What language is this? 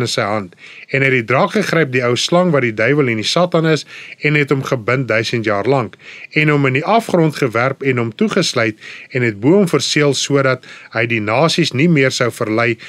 Afrikaans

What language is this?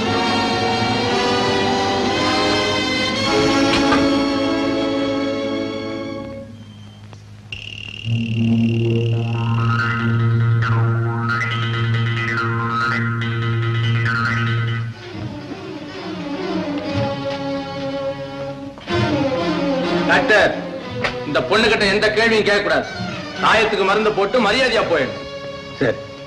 Tamil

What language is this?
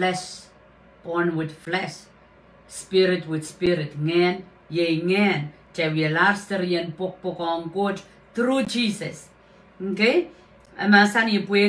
Pohnpeian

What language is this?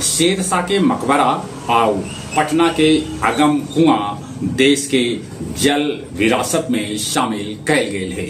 Magahi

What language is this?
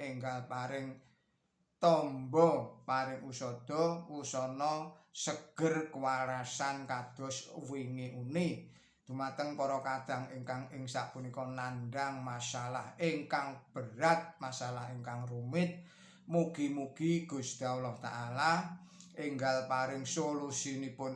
Javanese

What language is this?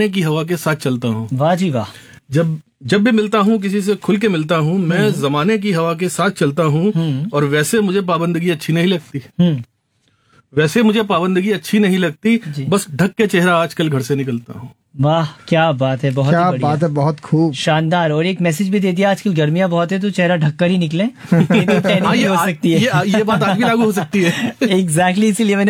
Hindi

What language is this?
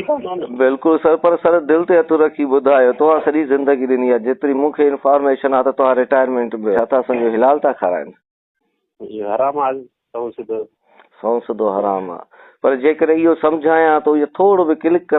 Sindhi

